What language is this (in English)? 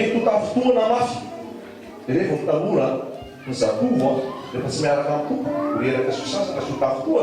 Malagasy